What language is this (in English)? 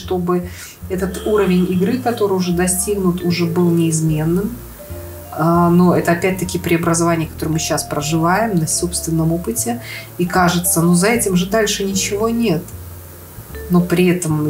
Russian